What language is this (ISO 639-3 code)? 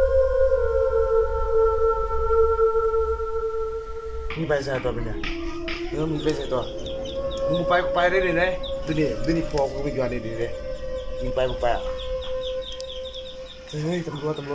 lao